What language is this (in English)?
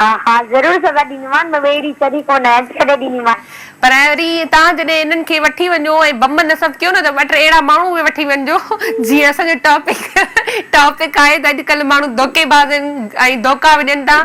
Sindhi